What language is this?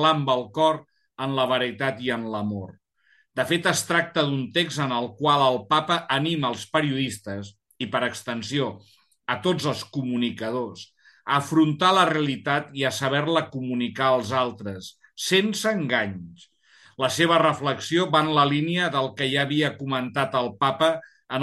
Catalan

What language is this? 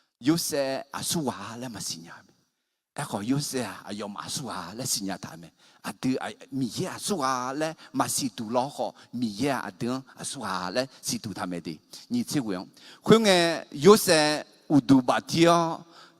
Akha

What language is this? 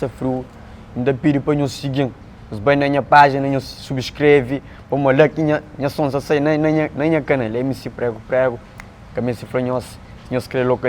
Kabuverdianu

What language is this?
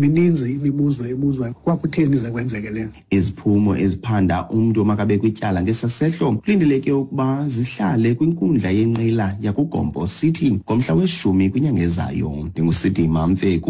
Xhosa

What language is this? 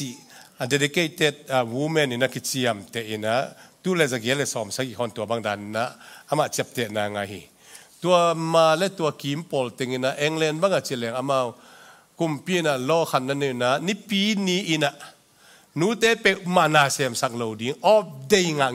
Tedim Chin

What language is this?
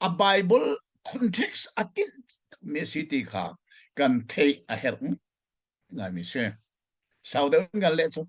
Hakha Chin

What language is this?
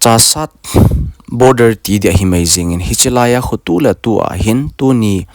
Thado Chin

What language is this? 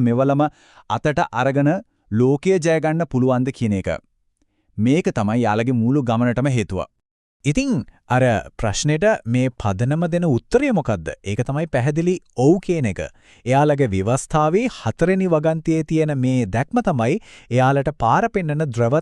Sinhala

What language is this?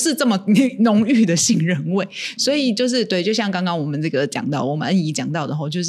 Chinese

